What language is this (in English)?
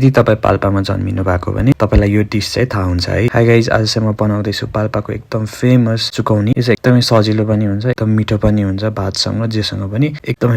Nepali